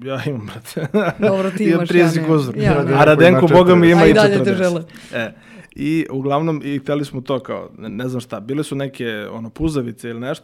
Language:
Serbian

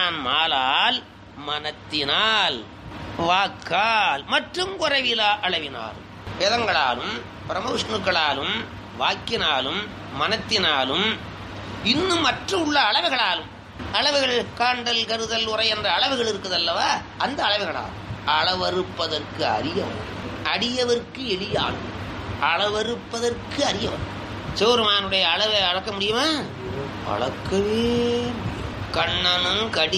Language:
Tamil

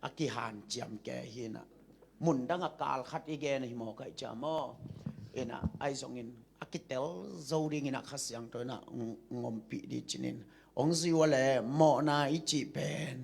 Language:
Tedim Chin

